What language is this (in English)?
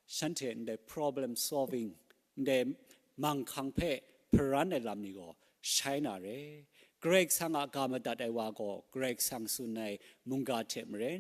Kachin